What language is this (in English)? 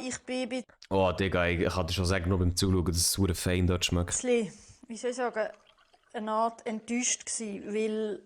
Swiss German